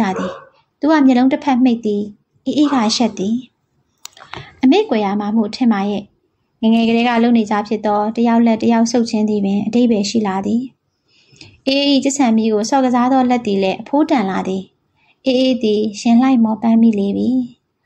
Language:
Burmese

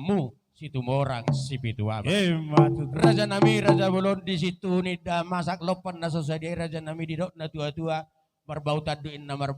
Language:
Batak Toba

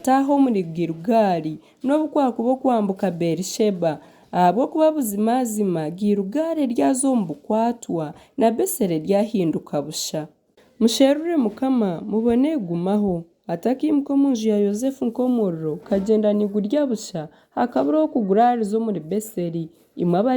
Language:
Nyankole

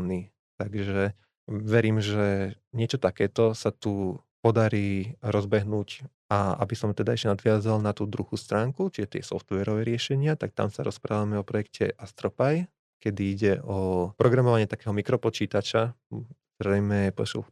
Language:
Slovak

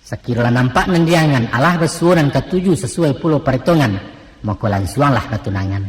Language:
Minangkabau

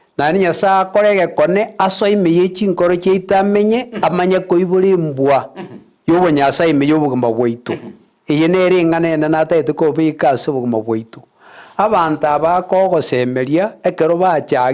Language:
Gusii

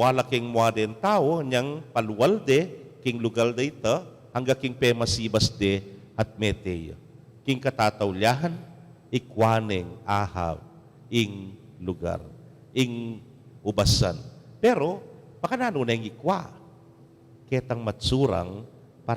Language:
Pampanga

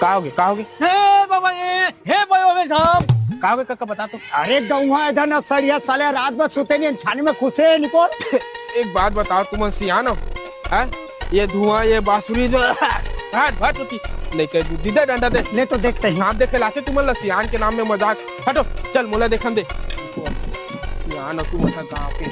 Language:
Chhattisgarhi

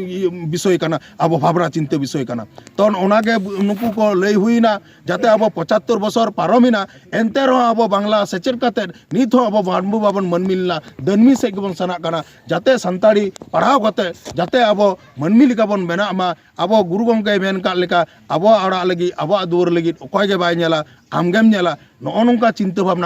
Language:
Santali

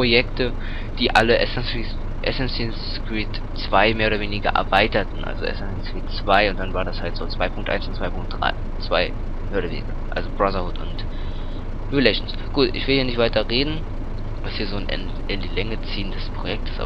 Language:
German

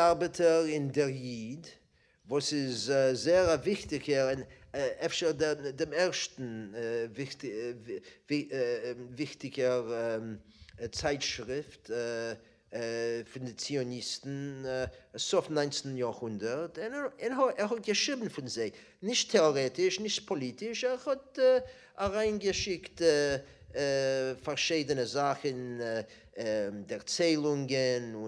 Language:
Yiddish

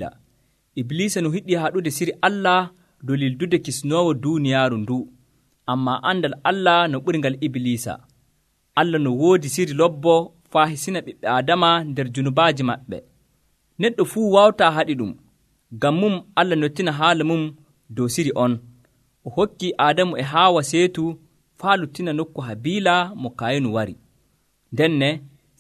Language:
Nigerian Fulfulde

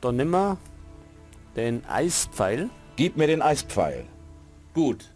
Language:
Bavarian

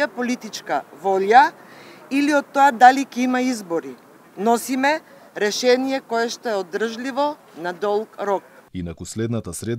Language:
Macedonian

